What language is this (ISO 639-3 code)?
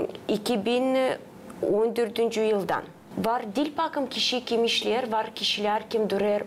gag